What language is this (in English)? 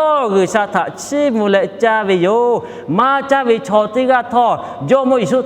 Lahu